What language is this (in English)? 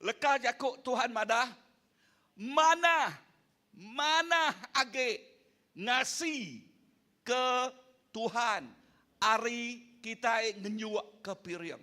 Iban